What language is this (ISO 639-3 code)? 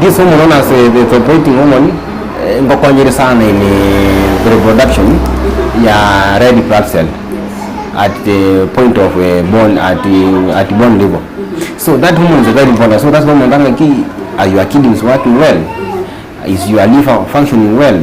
guz